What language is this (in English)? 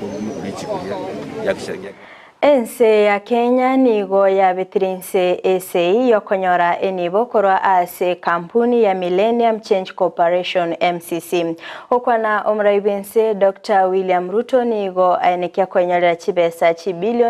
Gusii